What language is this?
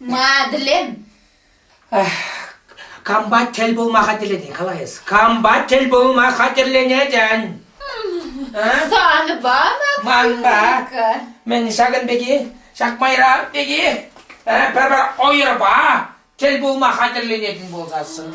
Chuvash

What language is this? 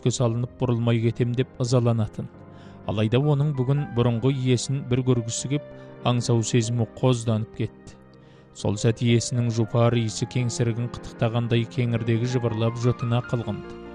Kazakh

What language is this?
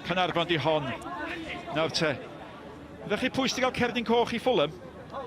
Welsh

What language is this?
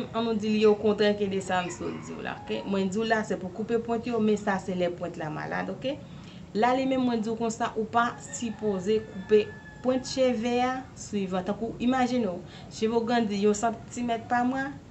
Haitian Creole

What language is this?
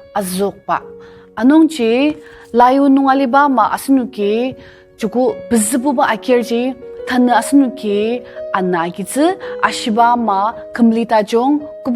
Ao Naga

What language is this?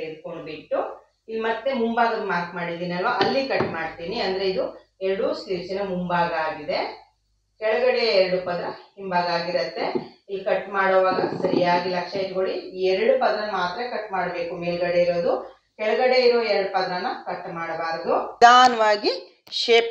Kannada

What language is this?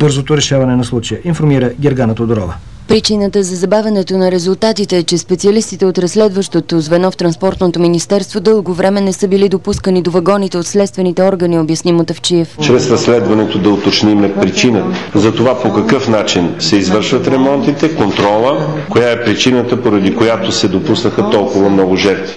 Bulgarian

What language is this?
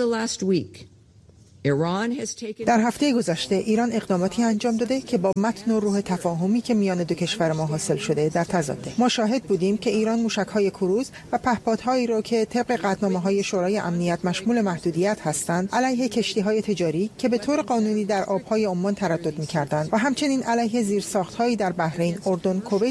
Persian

